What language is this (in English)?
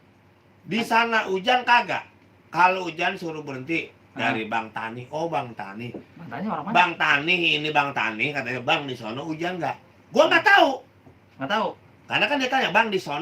Betawi